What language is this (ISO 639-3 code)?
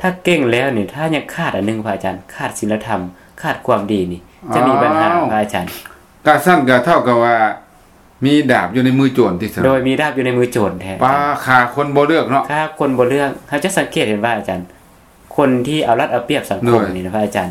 lao